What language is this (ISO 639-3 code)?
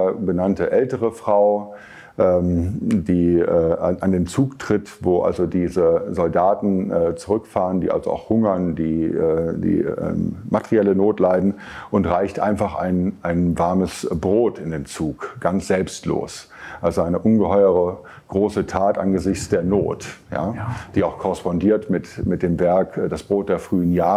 deu